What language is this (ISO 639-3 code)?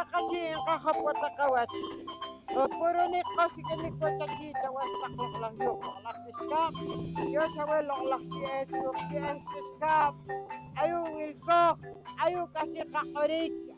poh